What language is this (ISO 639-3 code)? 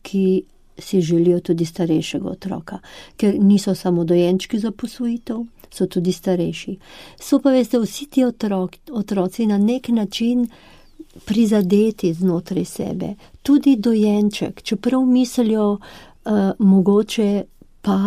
slv